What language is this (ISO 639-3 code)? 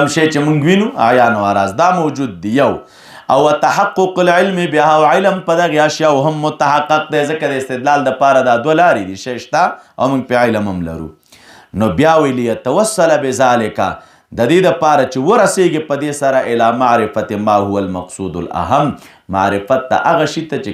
pus